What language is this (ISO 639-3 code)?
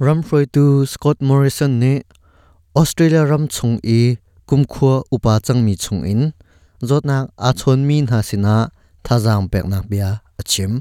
cnh